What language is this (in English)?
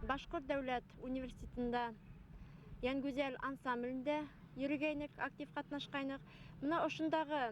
Bashkir